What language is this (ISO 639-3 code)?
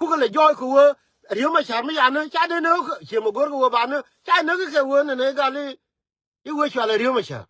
nus